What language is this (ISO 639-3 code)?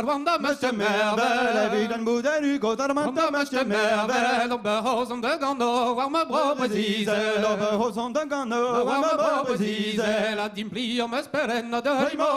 bre